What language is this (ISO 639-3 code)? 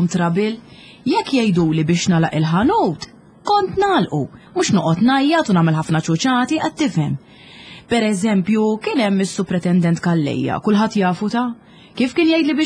mlt